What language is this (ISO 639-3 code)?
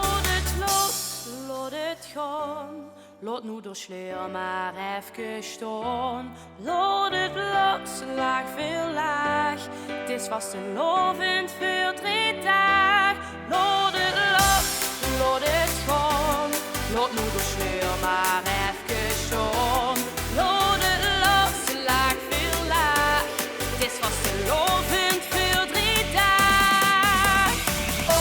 lim